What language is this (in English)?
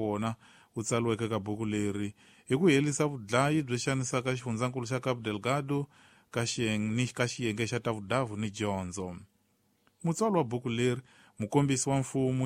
Tsonga